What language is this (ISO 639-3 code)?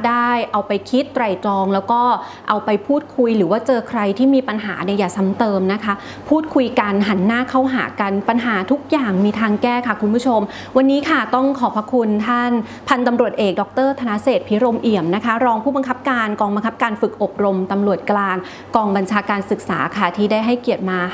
tha